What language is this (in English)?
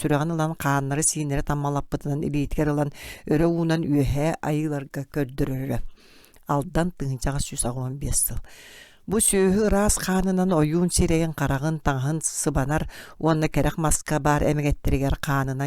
Yakut